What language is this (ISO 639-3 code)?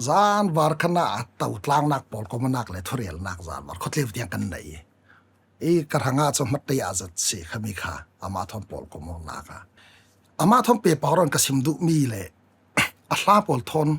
cfm